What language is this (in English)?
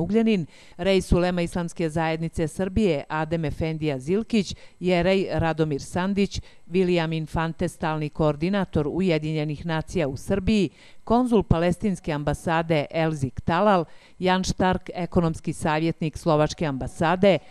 Bosnian